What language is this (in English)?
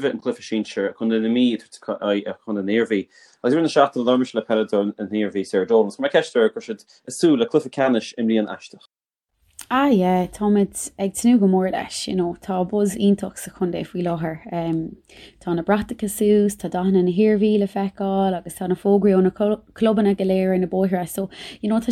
Irish